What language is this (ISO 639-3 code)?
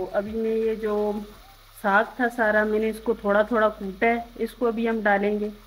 hin